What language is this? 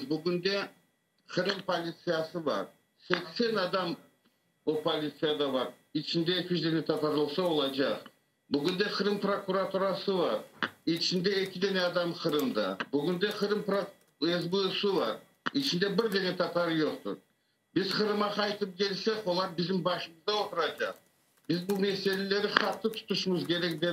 Crimean Tatar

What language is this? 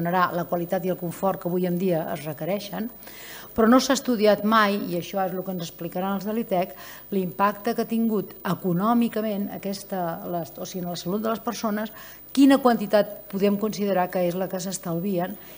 Catalan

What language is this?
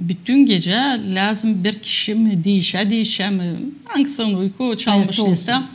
Gagauz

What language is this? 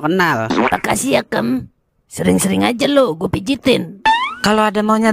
Betawi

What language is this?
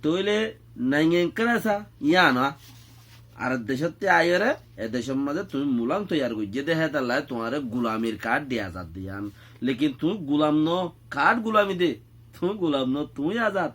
Rohingya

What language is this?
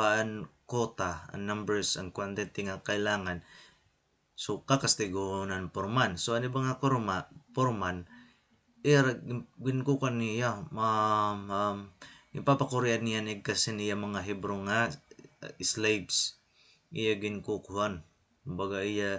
Waray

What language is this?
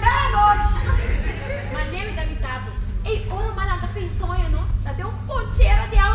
Papiamento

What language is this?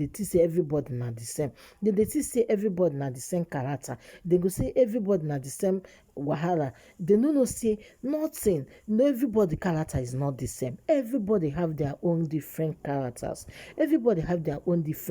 Nigerian Pidgin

